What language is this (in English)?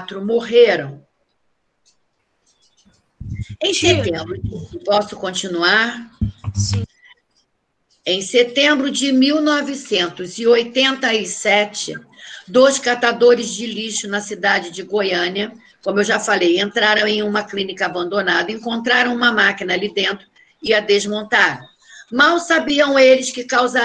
Portuguese